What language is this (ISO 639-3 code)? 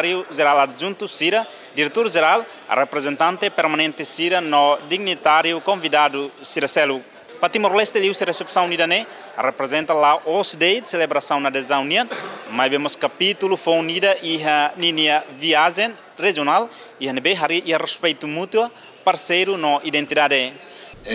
tet